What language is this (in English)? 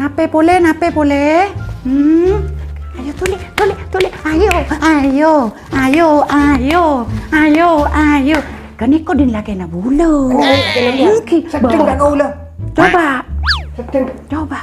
Madurese